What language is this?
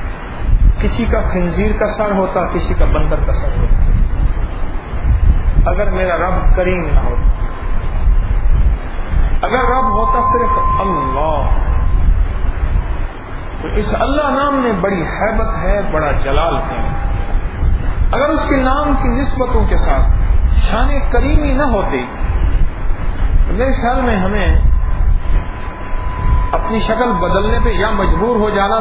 Urdu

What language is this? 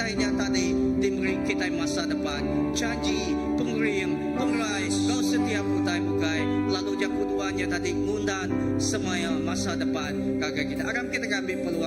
Iban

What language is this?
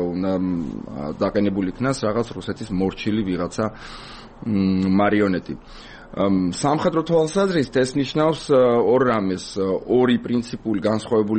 Georgian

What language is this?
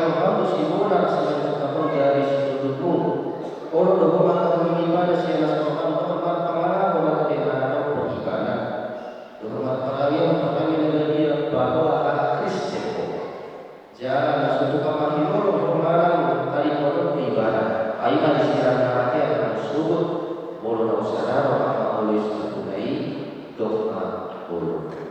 Batak Toba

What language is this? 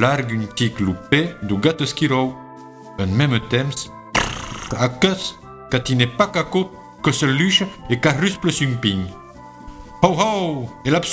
Occitan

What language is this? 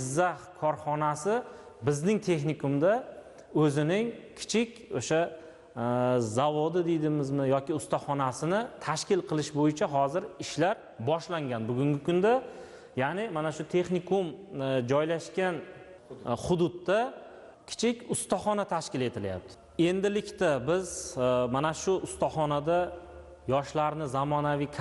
Uzbek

